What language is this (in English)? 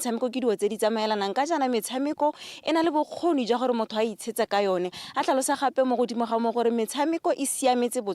Tswana